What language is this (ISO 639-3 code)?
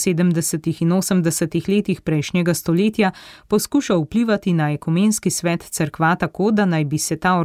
slv